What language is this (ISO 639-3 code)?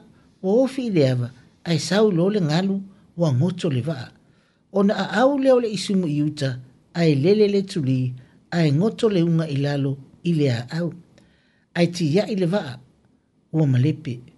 smo